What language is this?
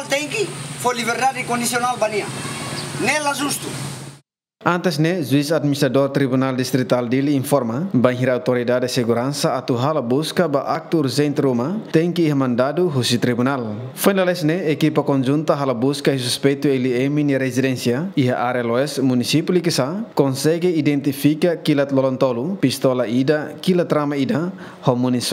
Tetum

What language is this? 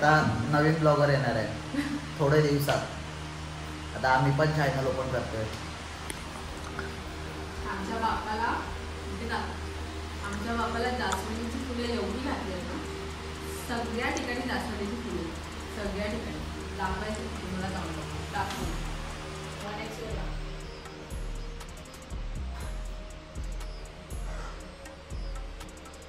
Marathi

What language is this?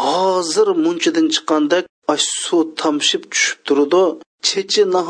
Uyghur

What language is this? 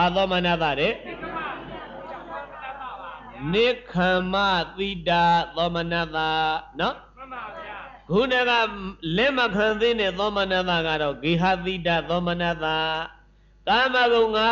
Burmese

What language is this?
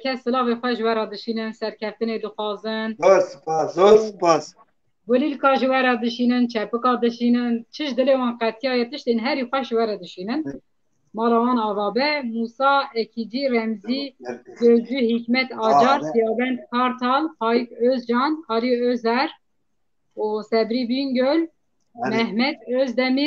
Kurdish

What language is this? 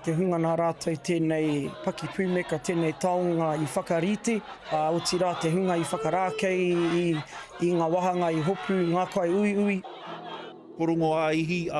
Māori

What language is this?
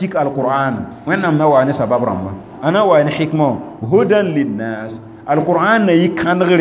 Mossi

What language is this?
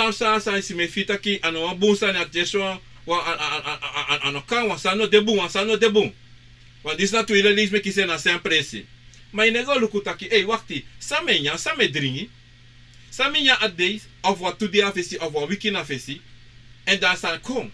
Sranan Tongo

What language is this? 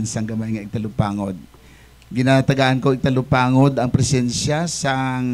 Hiligaynon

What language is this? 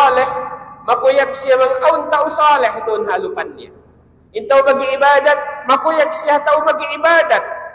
Tausug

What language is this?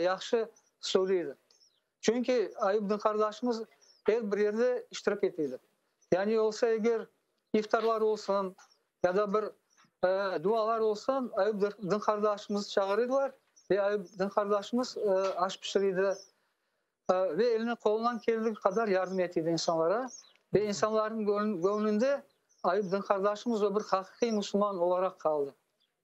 Crimean Tatar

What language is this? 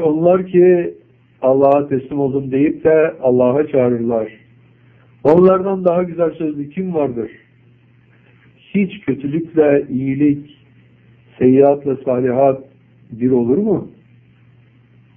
Turkish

